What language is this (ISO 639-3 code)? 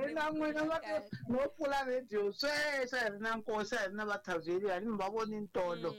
tso